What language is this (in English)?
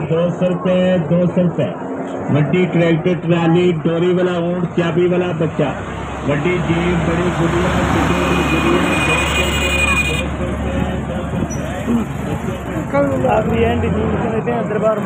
Saraiki